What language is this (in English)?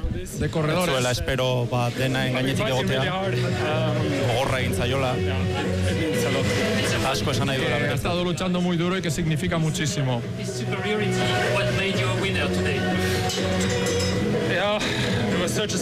Basque